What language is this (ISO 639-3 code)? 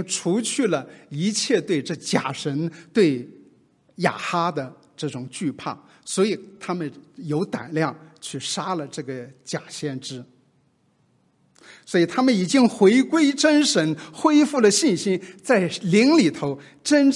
zho